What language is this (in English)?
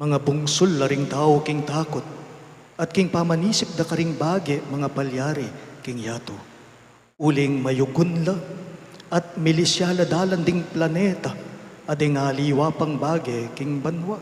Pampanga